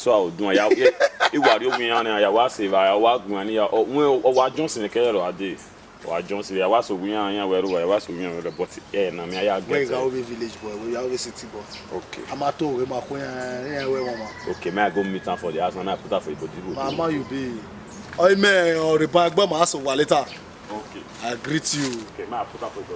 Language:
Bini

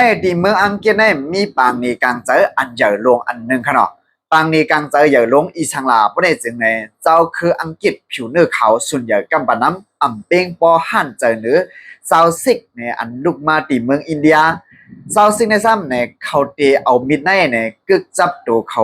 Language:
Shan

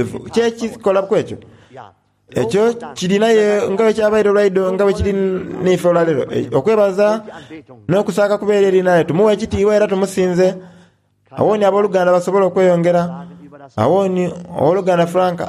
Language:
Soga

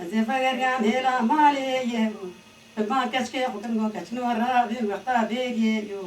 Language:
Kurdish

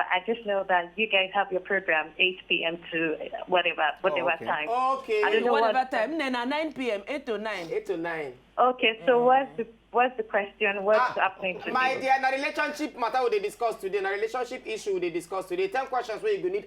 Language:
Nigerian Pidgin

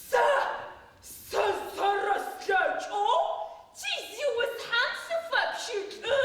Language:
Adyghe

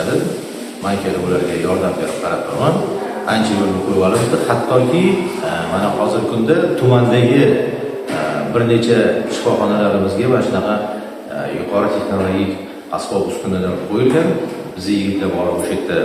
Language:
Uzbek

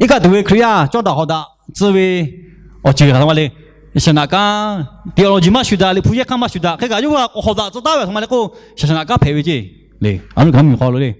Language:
Lahu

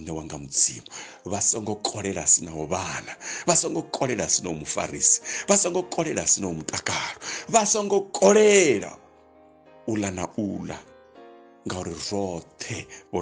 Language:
Venda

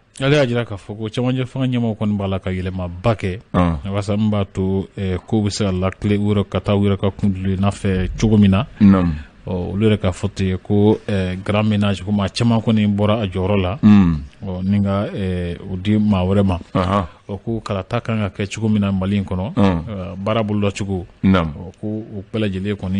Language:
Bambara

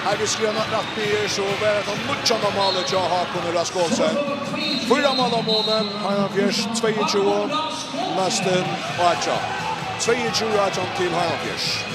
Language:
Faroese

